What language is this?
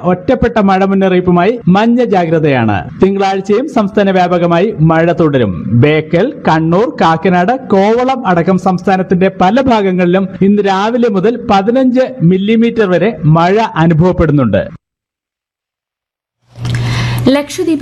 Malayalam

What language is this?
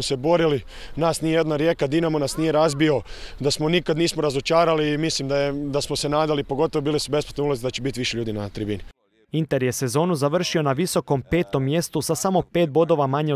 Croatian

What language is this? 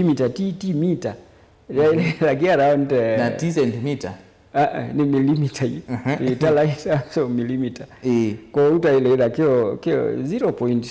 Kamba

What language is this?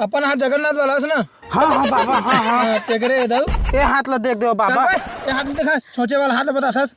Chhattisgarhi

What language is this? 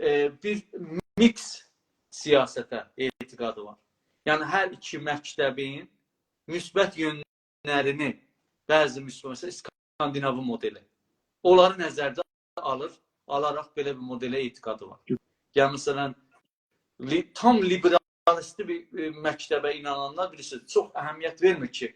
South Azerbaijani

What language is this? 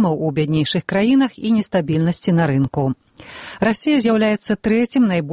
Belarusian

